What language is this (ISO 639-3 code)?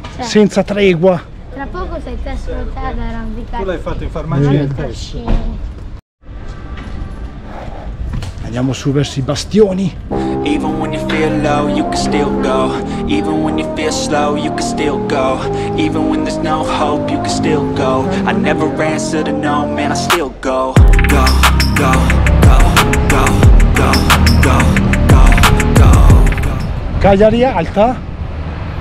ita